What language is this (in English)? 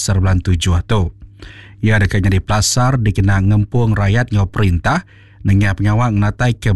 Iban